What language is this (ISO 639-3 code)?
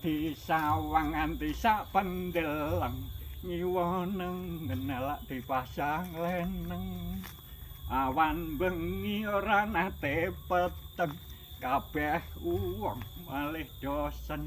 jav